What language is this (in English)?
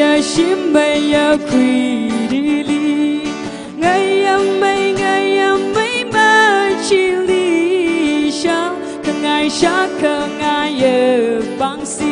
Tangkhul Naga (India)